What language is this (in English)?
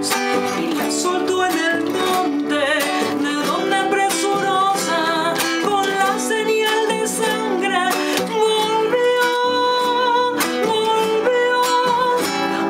Spanish